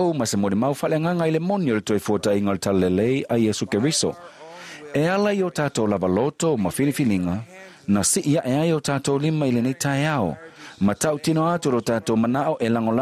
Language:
Samoan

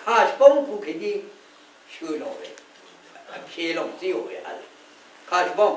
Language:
Rawang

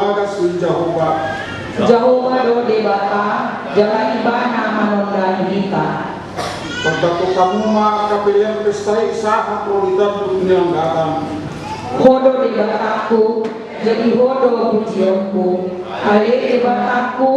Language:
Batak Toba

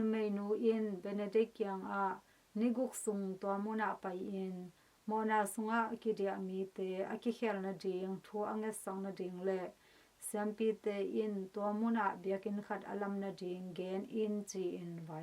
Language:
Tedim Chin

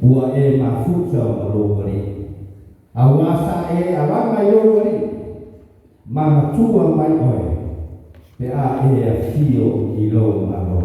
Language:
Samoan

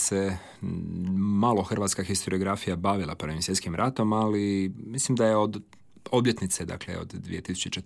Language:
Croatian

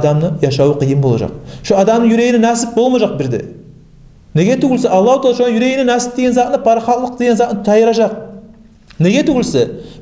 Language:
Kumyk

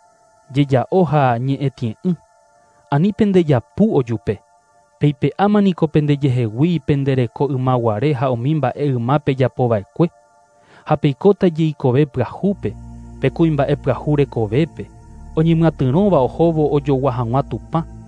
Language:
Guarani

